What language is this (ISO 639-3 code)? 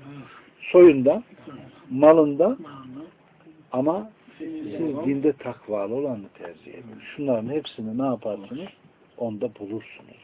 tur